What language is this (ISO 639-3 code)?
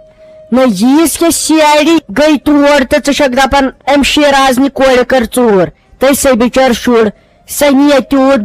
kas